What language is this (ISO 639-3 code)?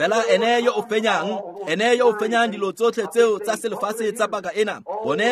tsn